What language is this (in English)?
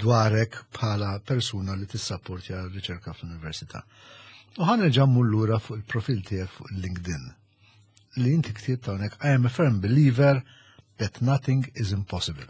Maltese